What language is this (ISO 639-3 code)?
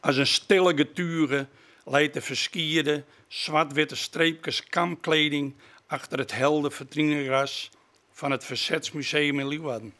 fry